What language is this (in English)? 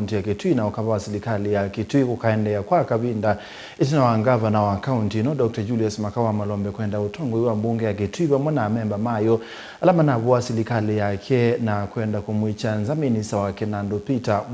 Kamba